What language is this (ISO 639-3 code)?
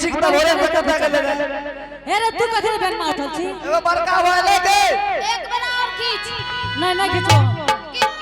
anp